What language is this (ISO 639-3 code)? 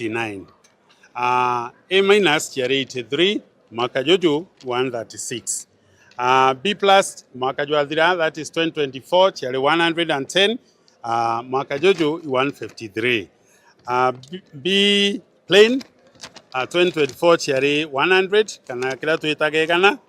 mer